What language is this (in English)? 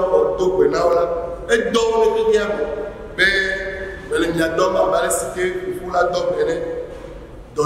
Ewe